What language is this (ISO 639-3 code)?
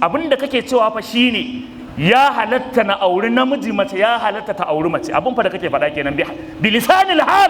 hau